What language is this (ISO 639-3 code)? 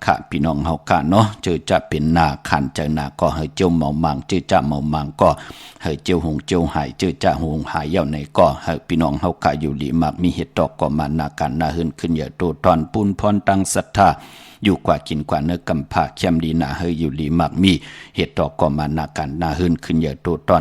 shn